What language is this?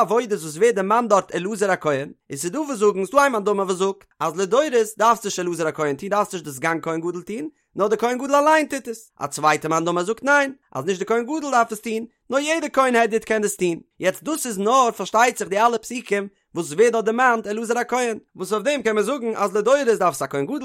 Yiddish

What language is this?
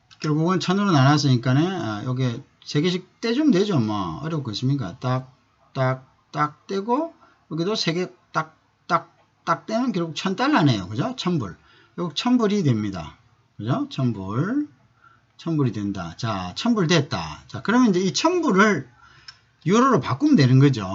Korean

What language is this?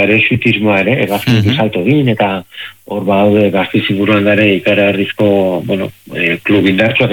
Basque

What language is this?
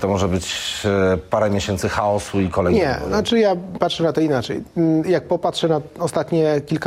Polish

